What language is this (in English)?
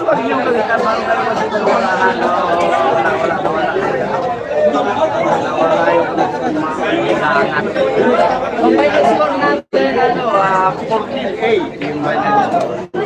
Filipino